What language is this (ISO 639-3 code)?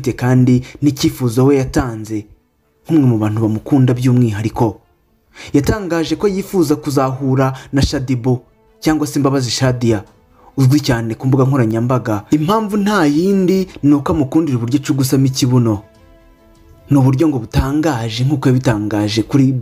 kin